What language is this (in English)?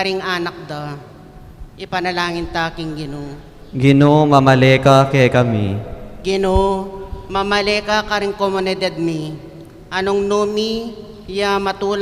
Pampanga